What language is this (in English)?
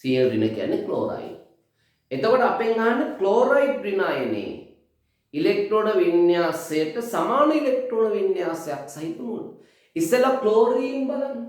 Sinhala